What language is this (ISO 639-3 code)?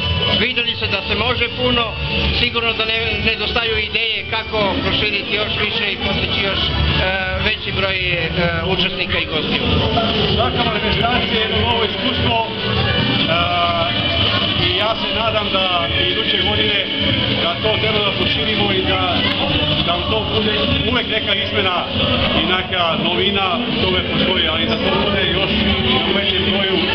srp